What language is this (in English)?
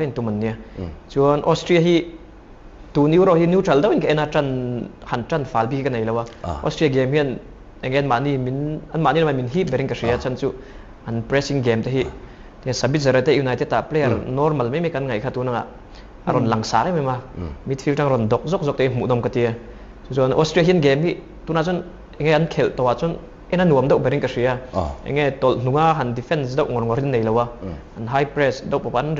Mizo